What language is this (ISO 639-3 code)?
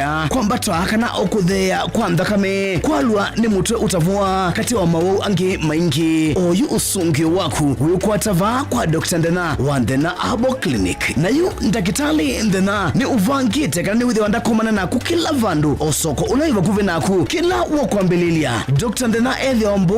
kam